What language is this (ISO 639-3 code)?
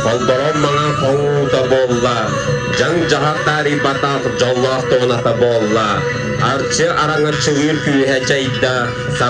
sah